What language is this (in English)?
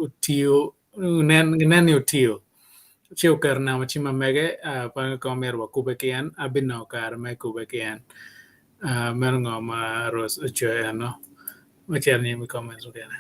Acoli